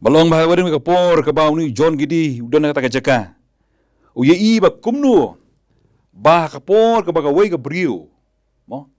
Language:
Khasi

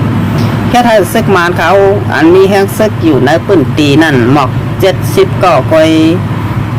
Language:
Shan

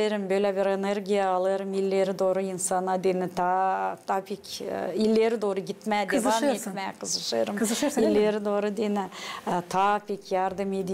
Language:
Gagauz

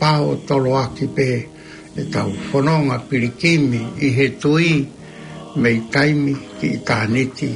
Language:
Tongan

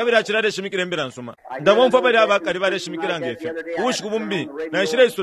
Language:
Bemba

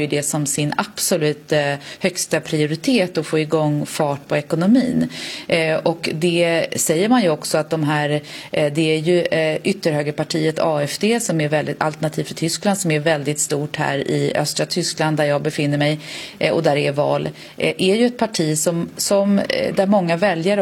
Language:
Swedish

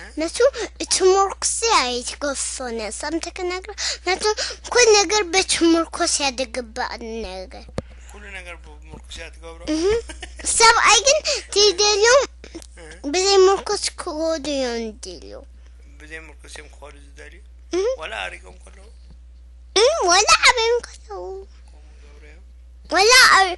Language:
Tigrinya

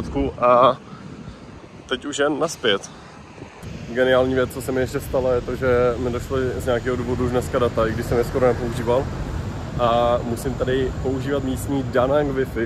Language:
Czech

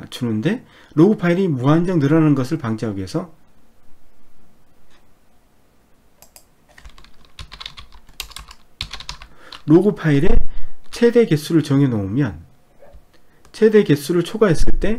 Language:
Korean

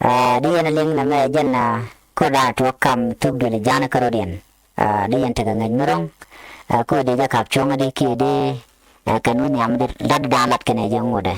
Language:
Nuer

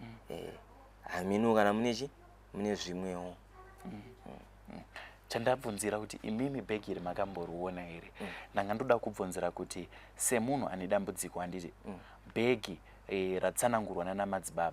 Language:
Shona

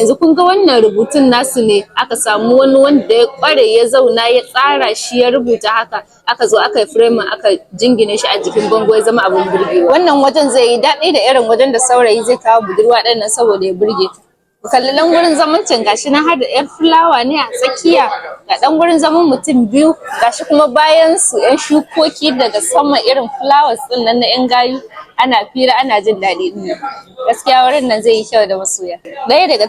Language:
Hausa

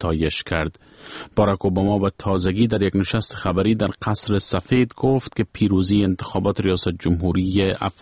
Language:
Persian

